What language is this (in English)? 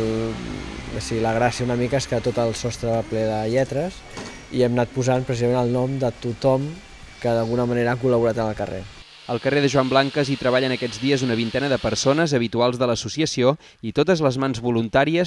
Catalan